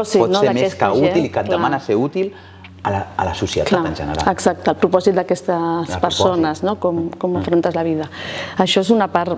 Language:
Catalan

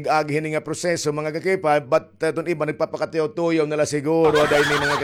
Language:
Waray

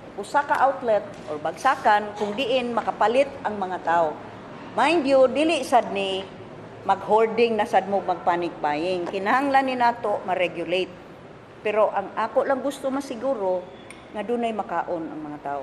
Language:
Cebuano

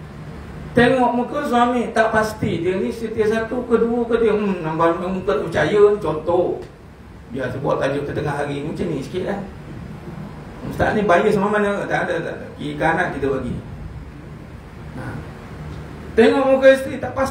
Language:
Malay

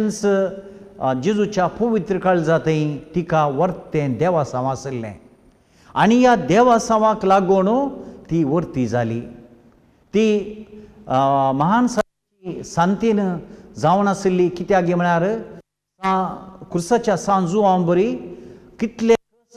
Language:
Konkani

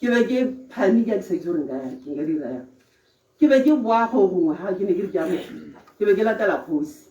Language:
Tswana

